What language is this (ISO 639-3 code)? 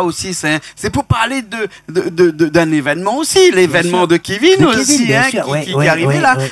rcf